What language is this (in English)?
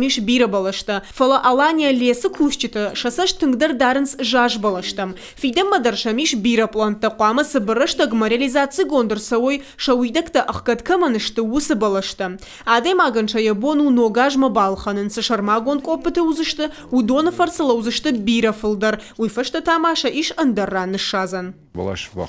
Ossetic